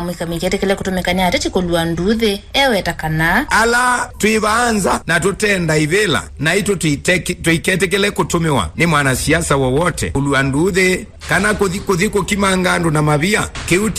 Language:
Kamba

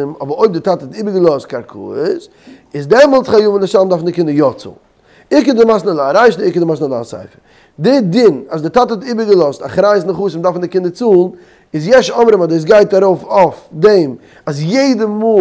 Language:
Yiddish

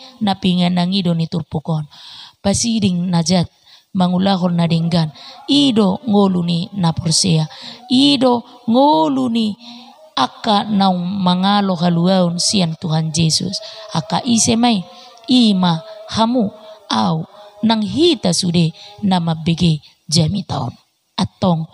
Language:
Batak Toba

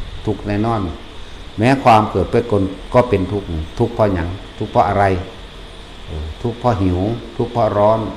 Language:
Northeastern Thai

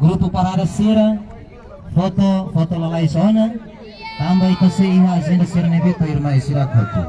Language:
Tetum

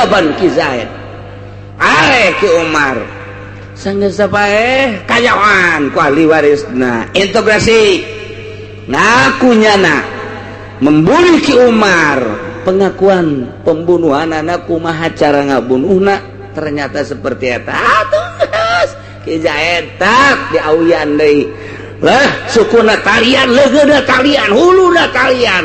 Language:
Sundanese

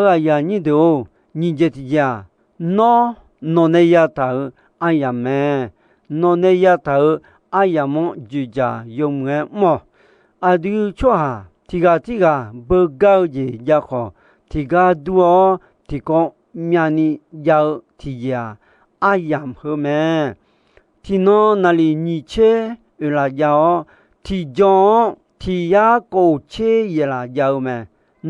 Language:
Akha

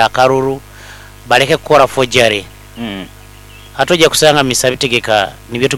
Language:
Nyoro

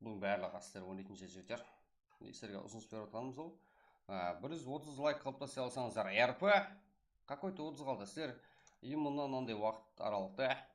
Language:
Kara-Kalpak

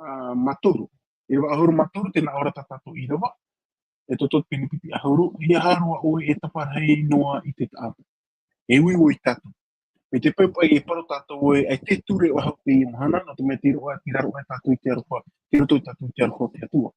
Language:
Tahitian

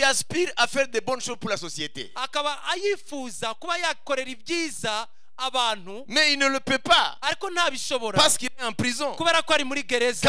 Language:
Kinyarwanda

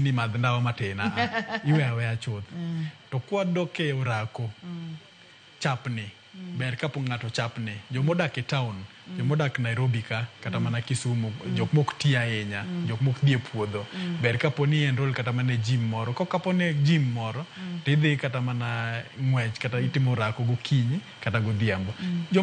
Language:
Luo (Kenya and Tanzania)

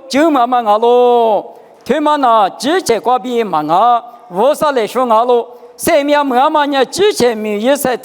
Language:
Lisu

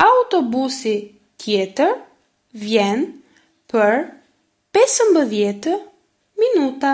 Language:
Albanian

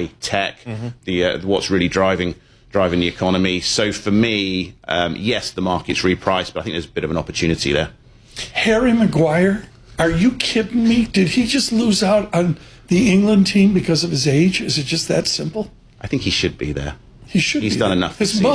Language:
English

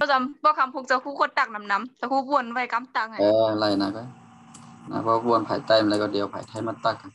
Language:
Shan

